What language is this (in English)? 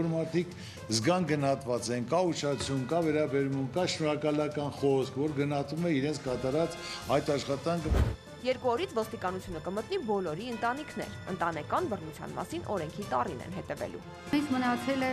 Armenian